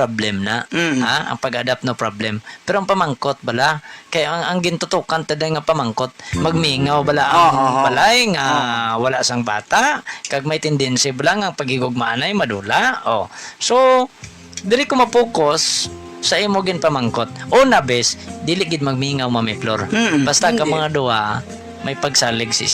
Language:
Hiligaynon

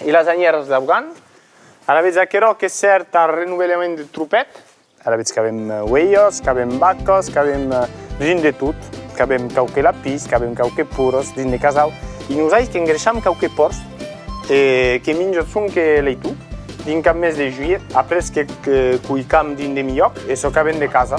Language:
Occitan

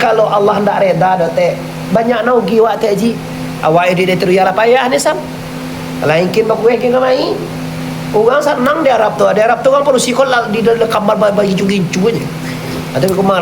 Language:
Minangkabau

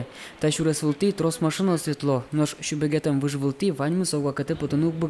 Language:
Udmurt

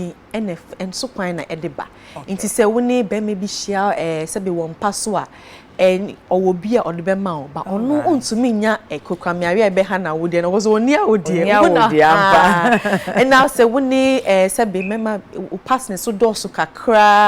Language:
Akan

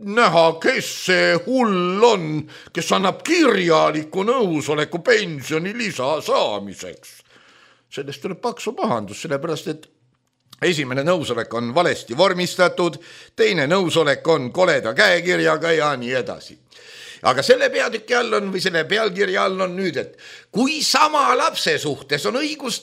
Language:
Estonian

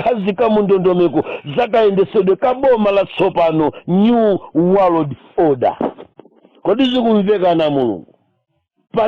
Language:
Nyanja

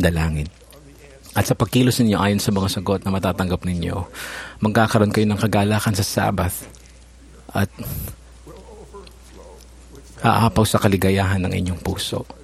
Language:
Filipino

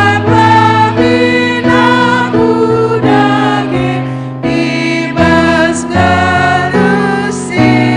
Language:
Batak Karo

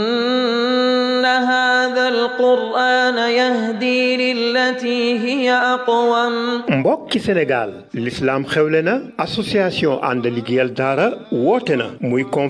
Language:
Wolof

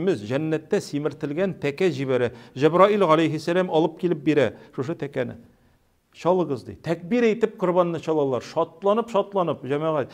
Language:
Tatar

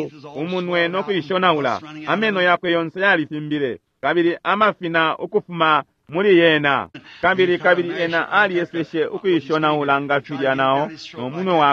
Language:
Bemba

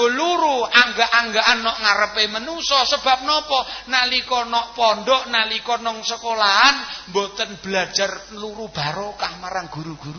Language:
Javanese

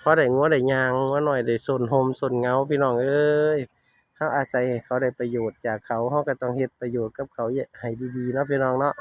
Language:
Northeastern Thai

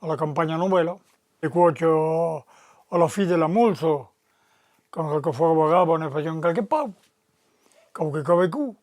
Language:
Occitan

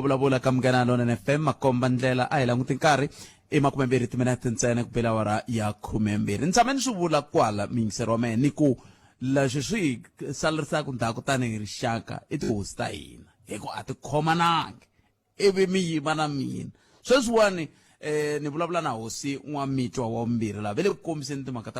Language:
Tsonga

